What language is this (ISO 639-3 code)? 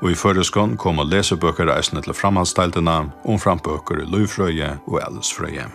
fao